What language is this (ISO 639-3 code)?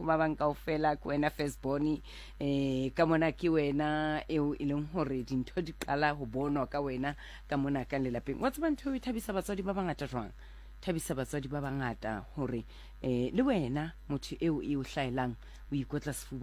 sot